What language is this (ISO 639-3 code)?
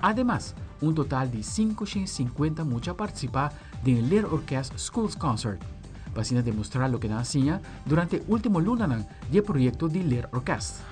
pap